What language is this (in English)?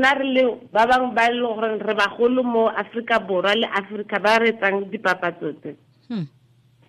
Tswana